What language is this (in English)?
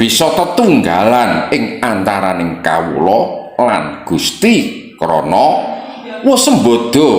Javanese